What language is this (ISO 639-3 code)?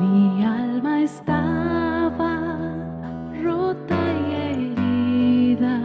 aym